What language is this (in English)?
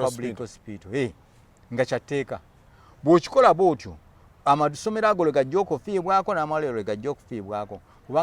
Ganda